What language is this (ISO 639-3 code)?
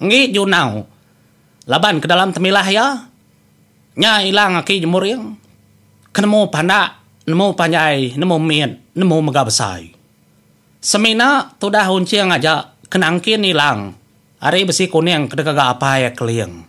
iba